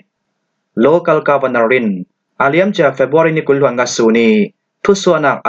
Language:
Falam Chin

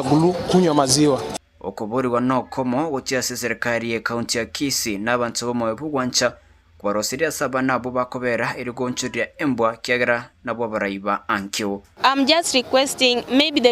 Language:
Gusii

